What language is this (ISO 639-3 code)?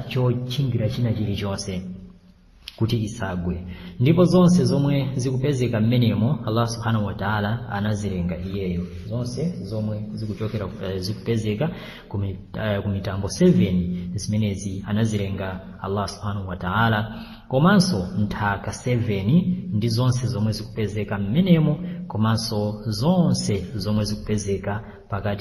nya